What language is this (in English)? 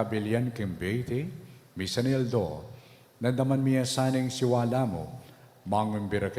Pampanga